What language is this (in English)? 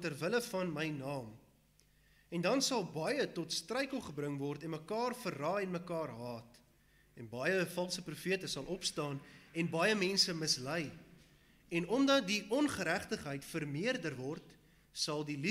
Afrikaans